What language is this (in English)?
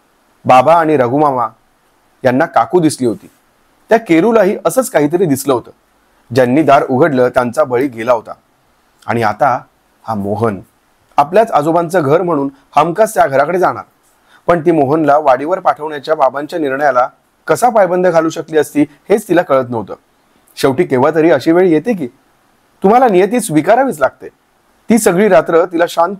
Marathi